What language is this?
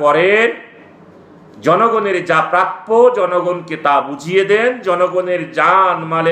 Bangla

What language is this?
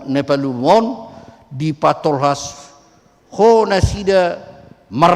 Batak Toba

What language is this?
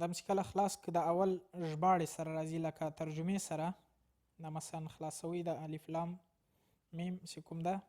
Pashto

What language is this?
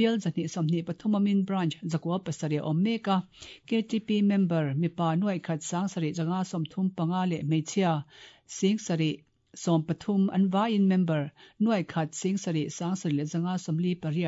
Mizo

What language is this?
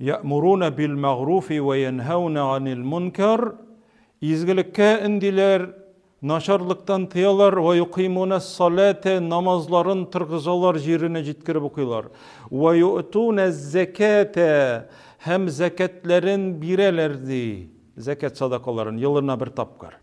Tatar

